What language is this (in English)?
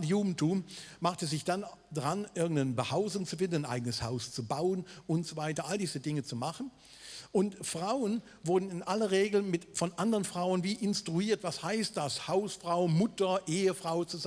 Swiss German